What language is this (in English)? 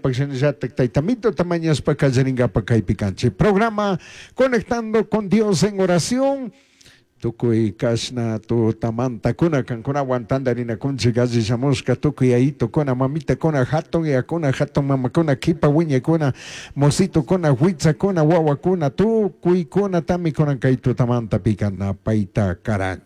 Chimborazo Highland Quichua